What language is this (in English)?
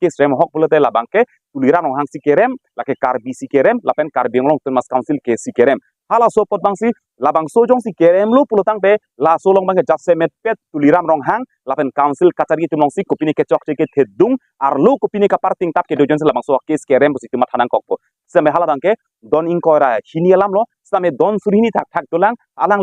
Karbi